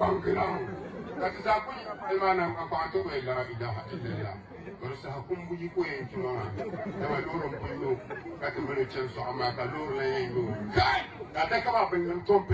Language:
Dagbani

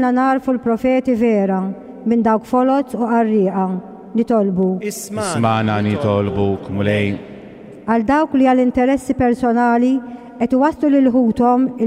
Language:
Maltese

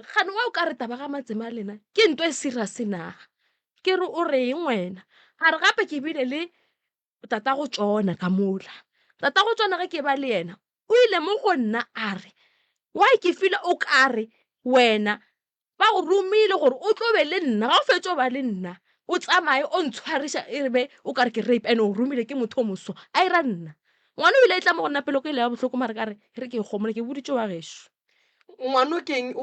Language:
Northern Sotho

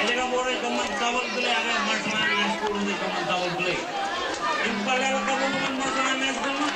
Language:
Marshallese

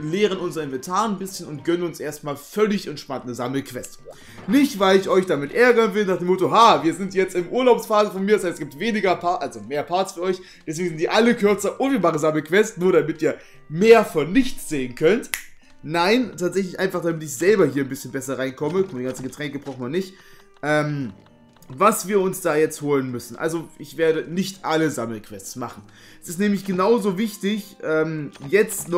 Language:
German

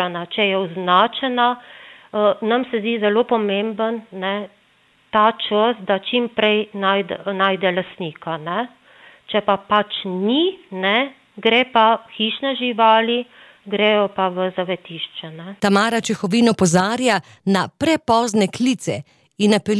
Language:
Slovenian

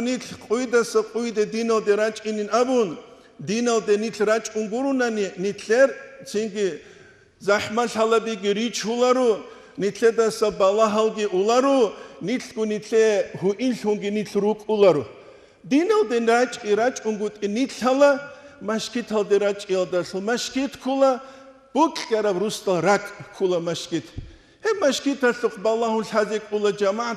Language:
Avaric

